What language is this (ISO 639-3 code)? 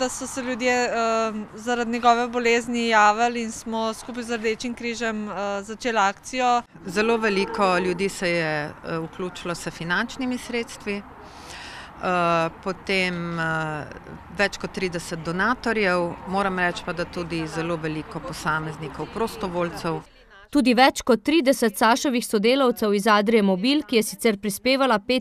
slv